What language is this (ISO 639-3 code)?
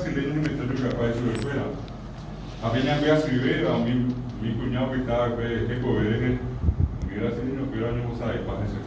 grn